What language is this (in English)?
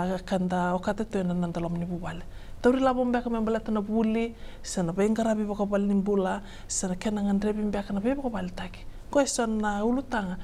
Fijian